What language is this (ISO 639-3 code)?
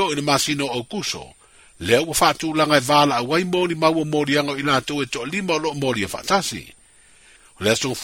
smo